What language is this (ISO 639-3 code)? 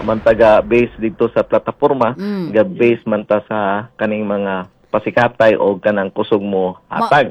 ceb